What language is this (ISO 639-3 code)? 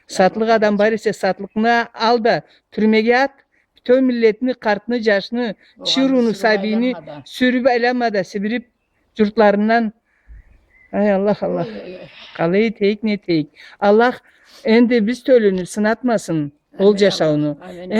krc